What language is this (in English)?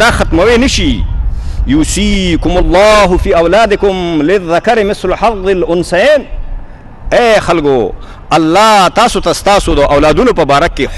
Pashto